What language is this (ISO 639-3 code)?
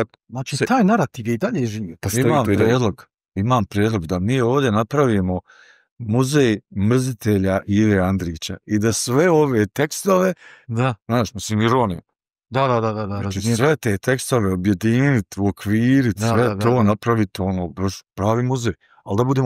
bos